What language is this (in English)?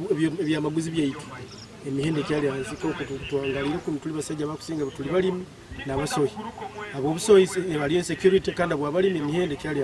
Nyankole